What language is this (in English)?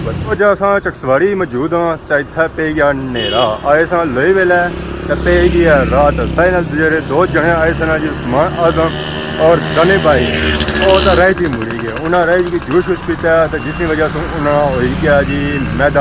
Pahari-Potwari